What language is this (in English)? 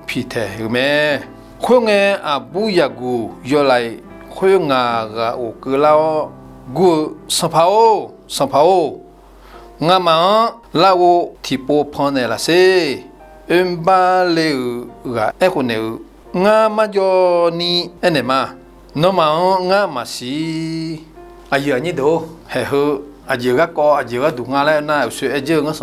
Akha